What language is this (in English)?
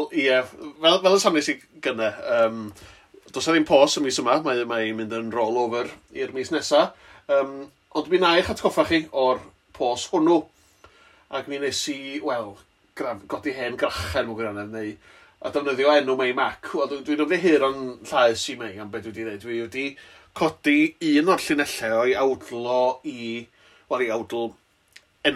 Welsh